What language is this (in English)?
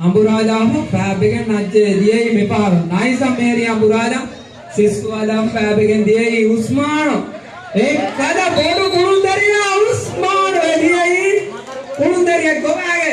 Divehi